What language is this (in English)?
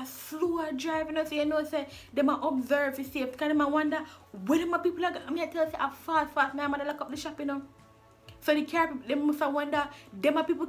Jamaican Creole English